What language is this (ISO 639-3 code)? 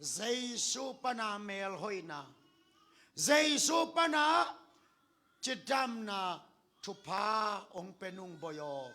ctd